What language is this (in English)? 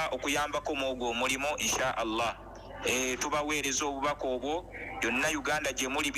Ganda